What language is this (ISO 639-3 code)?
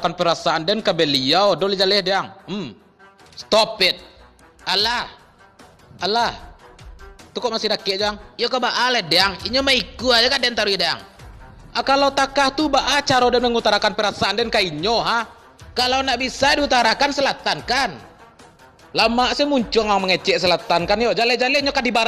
min